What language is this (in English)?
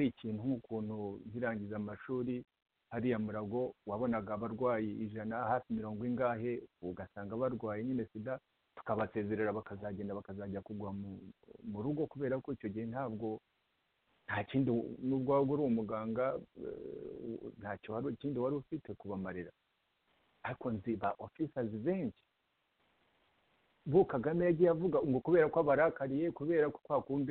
Kinyarwanda